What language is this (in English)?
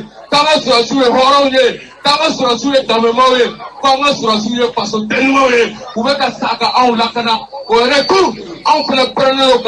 Bambara